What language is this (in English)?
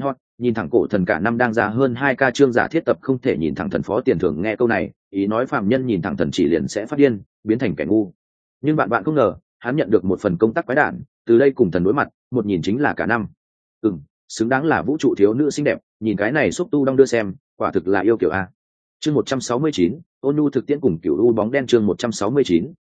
Vietnamese